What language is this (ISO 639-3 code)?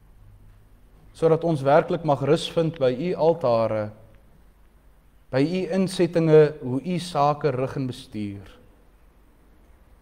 afr